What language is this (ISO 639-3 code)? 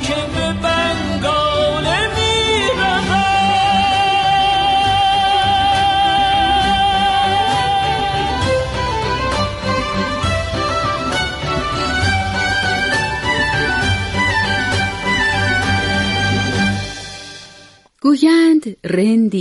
fas